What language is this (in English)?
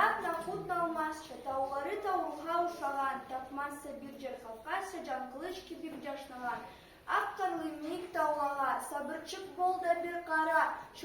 Karachay-Balkar